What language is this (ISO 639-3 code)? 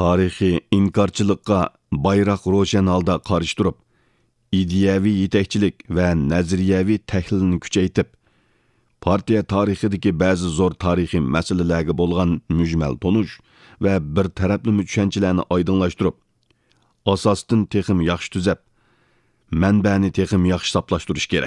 uig